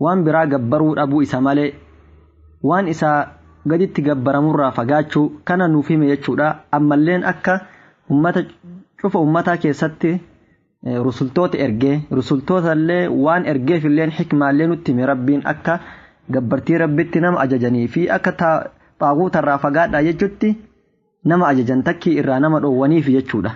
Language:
Oromo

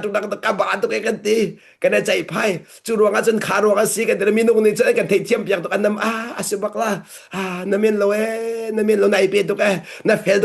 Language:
Hakha Chin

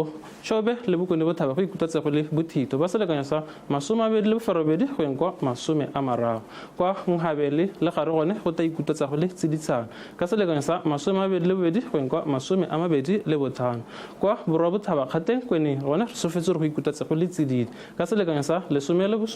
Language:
Tswana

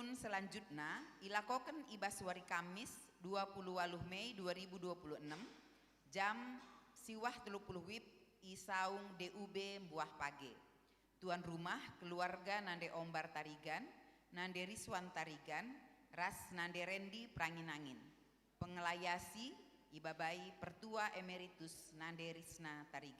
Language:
Batak Karo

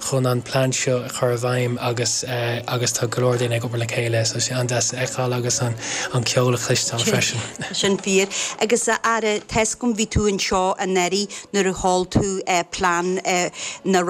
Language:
Irish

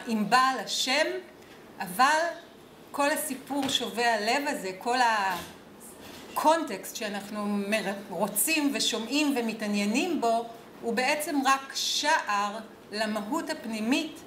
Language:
Hebrew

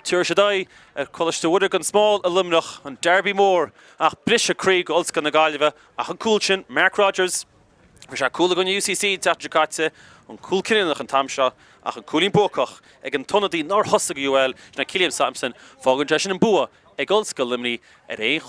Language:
Irish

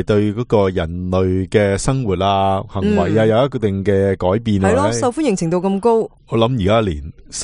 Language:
Cantonese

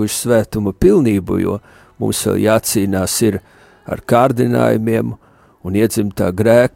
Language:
Latvian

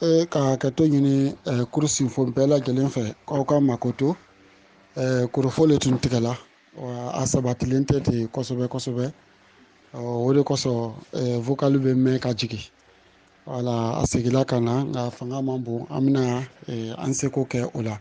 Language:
Bambara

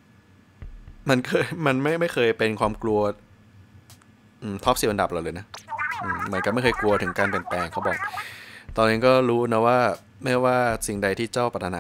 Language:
Thai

